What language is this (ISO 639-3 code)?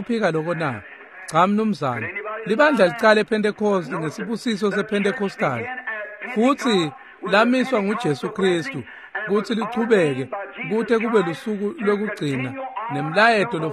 ssw